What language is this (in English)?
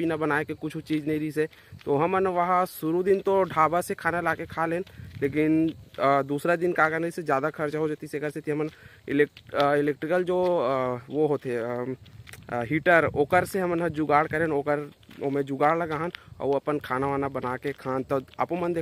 Chhattisgarhi